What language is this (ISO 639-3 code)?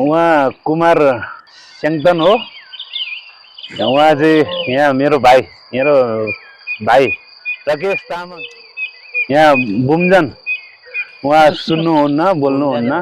nep